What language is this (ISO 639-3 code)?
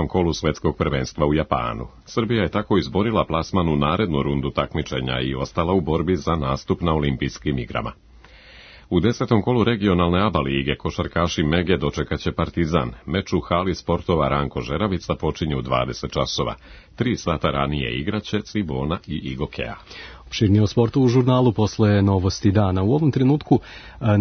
srp